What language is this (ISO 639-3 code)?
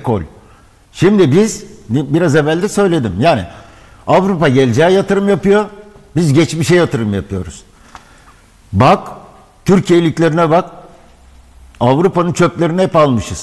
tur